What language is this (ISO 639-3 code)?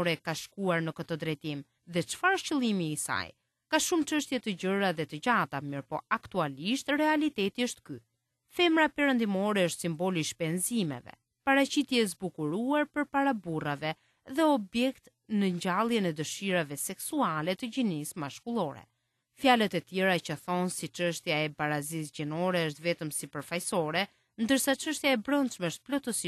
sqi